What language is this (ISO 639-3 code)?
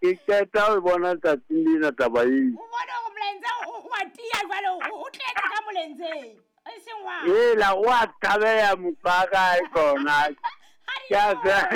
sot